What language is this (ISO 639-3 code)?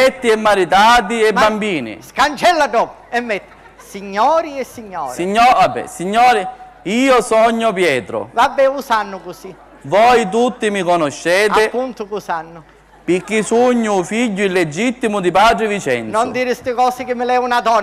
scn